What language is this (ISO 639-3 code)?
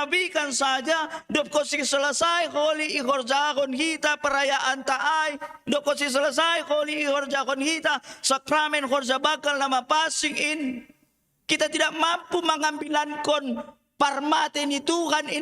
bts